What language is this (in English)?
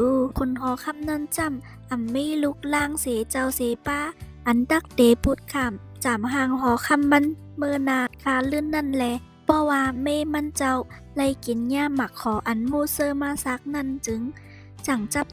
Shan